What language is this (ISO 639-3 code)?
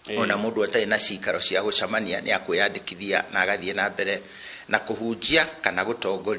kik